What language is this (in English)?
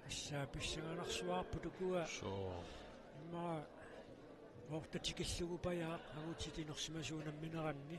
Kalaallisut